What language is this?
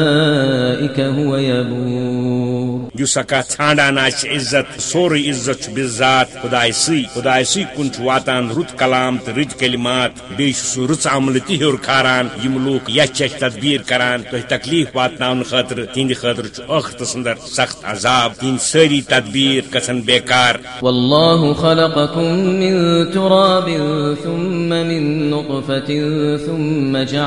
Kashmiri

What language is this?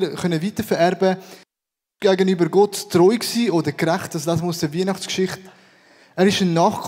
Swiss German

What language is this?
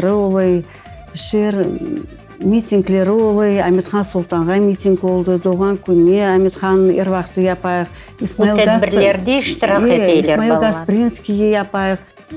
Crimean Tatar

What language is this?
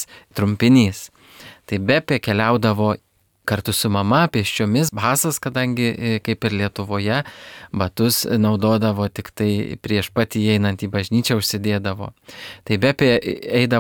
Lithuanian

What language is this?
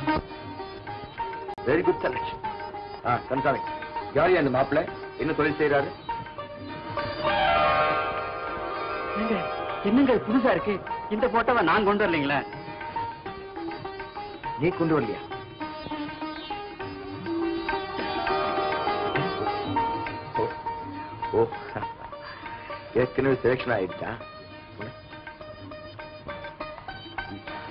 Tamil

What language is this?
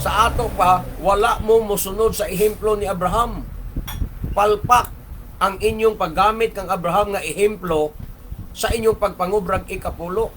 Cebuano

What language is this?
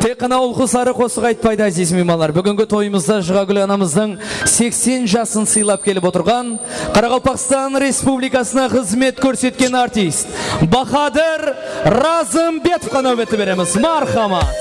Kara-Kalpak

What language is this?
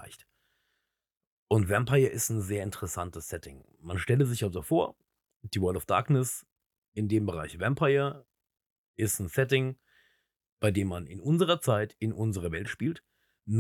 German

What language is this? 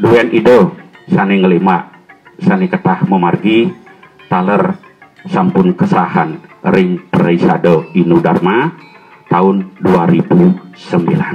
Balinese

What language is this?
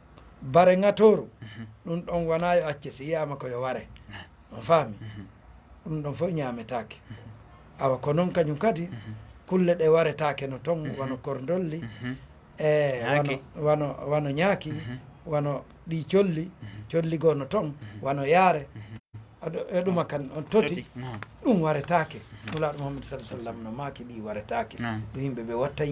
Fula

